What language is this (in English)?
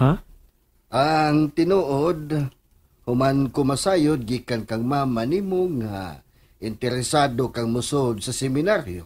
Cebuano